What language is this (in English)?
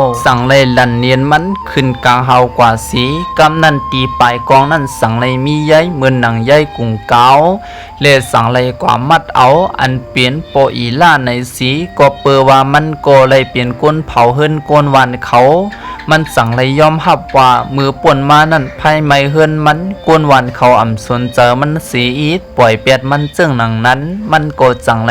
Shan